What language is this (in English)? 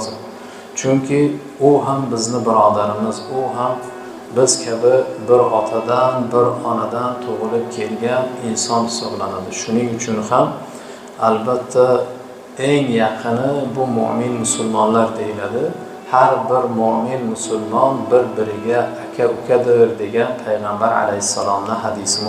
Uzbek